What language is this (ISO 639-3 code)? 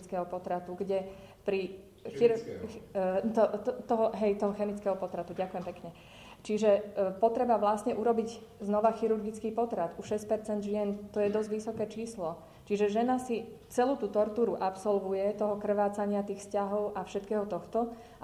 slk